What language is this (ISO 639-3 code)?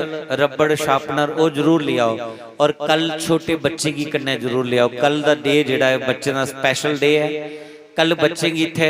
doi